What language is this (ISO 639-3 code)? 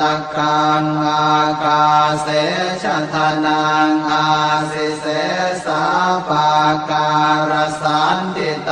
pli